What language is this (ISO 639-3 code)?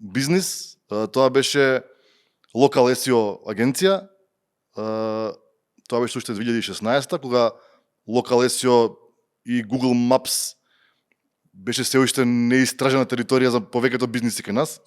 mkd